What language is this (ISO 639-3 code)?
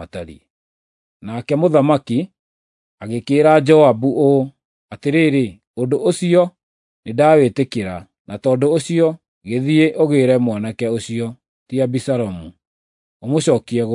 kik